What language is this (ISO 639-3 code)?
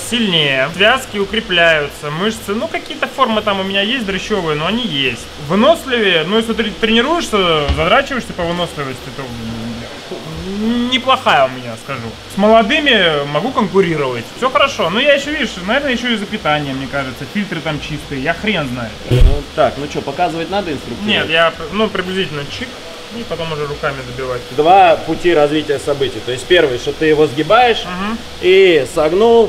rus